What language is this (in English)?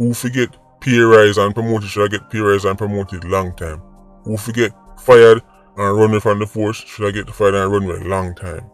Jamaican Creole English